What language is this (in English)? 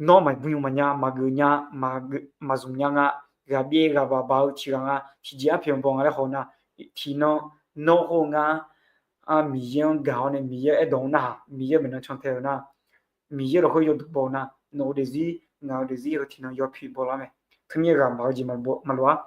Akha